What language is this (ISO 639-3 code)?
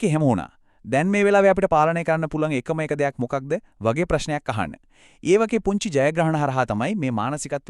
sin